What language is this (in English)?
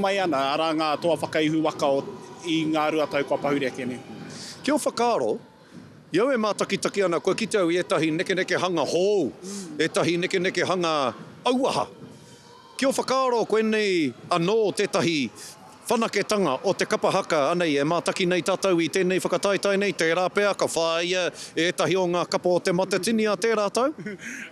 Māori